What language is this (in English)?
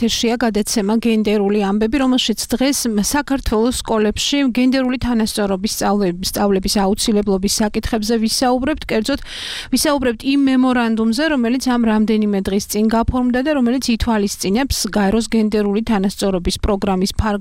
Georgian